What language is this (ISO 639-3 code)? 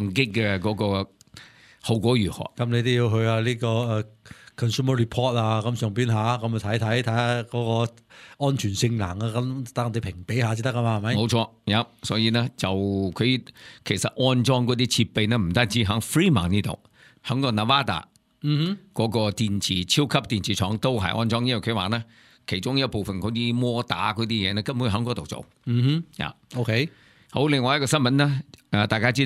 yue